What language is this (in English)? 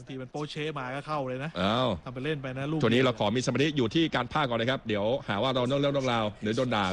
Thai